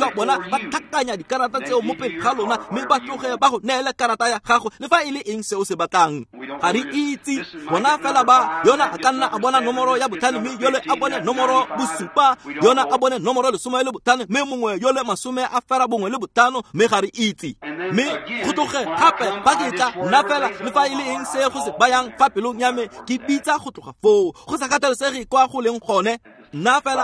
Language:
Tswana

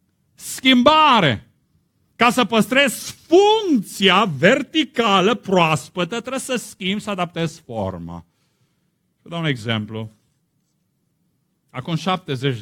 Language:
Romanian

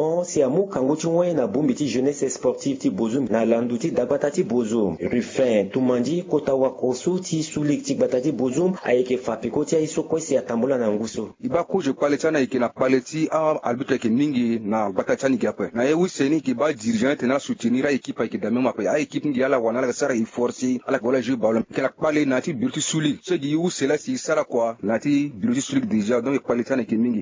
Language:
Sango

